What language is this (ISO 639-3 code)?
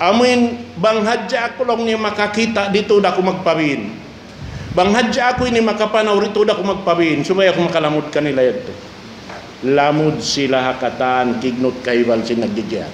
tsg